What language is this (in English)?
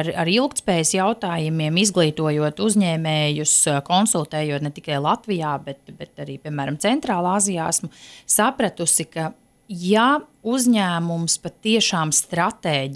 Latvian